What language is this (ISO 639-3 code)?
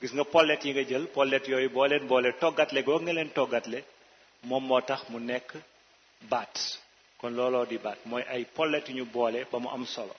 wol